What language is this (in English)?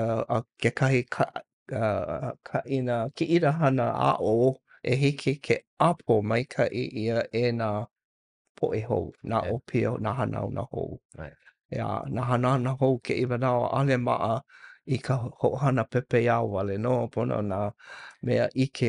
Hawaiian